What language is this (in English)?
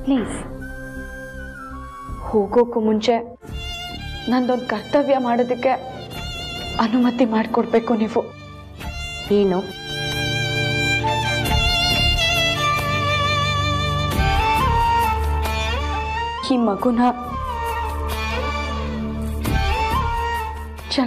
Kannada